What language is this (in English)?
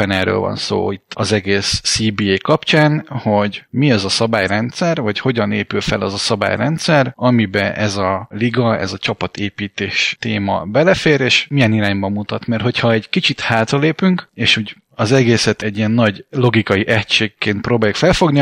Hungarian